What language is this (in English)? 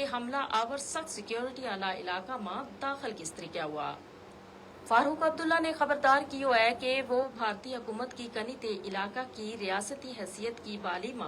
Gujari